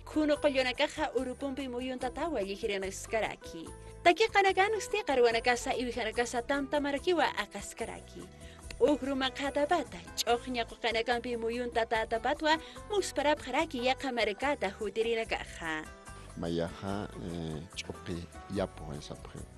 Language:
Aymara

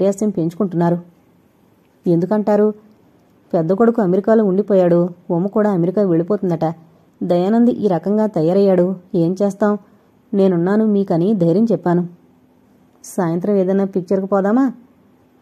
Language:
Telugu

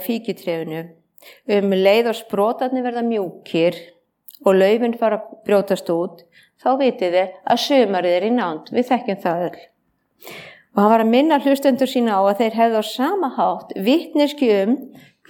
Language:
Icelandic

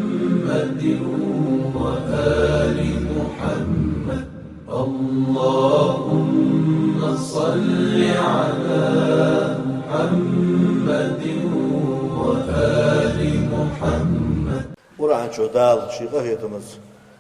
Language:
Ingush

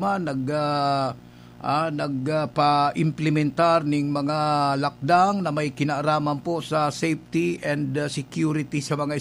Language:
Bikol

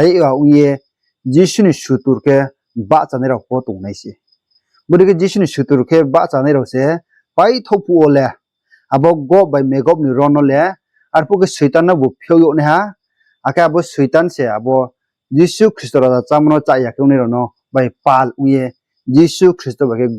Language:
Riang (India)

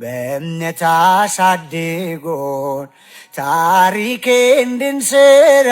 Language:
Amharic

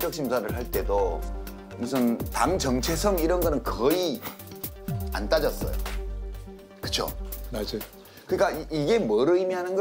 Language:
Korean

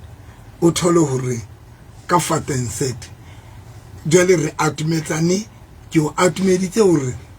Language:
Southern Sotho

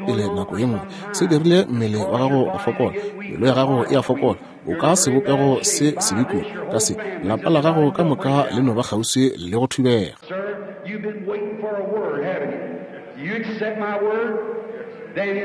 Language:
Northern Sotho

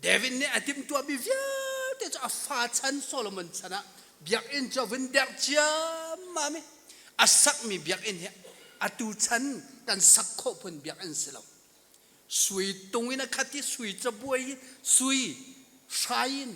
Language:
Hakha Chin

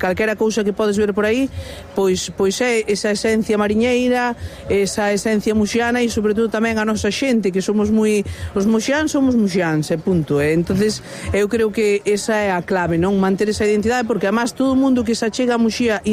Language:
Galician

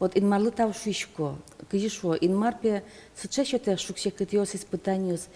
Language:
Udmurt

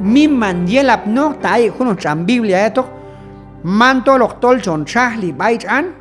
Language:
Q'anjob'al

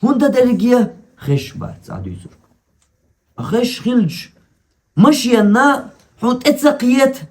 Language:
Chechen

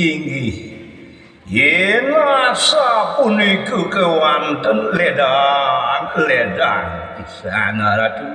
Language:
Balinese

